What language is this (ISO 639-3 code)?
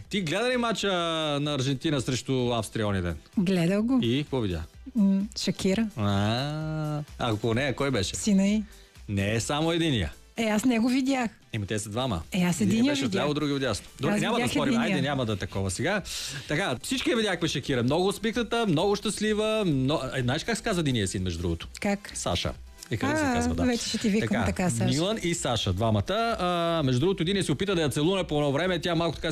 bul